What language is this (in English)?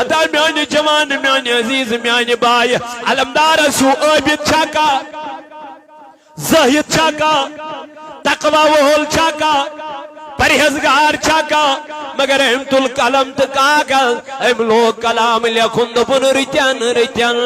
Kashmiri